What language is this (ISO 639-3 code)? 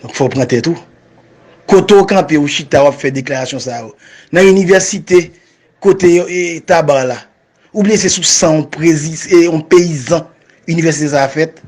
hat